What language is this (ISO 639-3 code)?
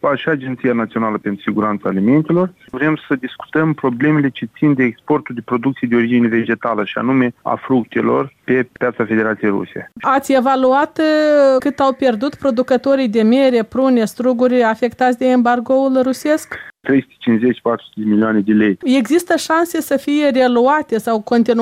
ron